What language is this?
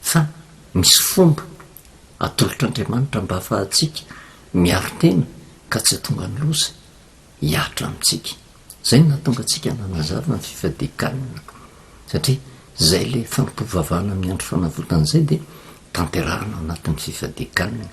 Malagasy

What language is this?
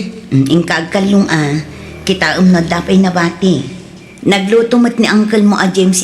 Iloko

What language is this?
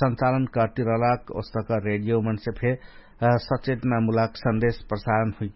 Dangaura Tharu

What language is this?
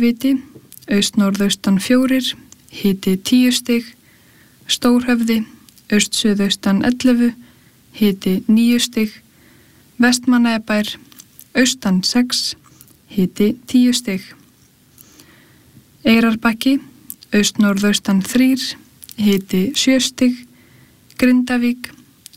Icelandic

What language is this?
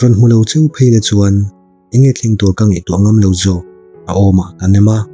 Mizo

